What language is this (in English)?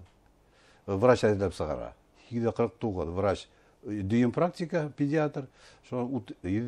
Bashkir